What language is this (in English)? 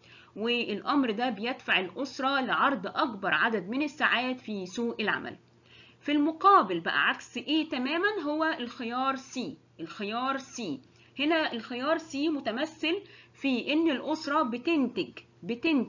Egyptian Arabic